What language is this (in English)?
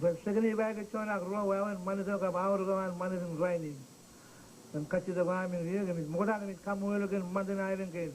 Marshallese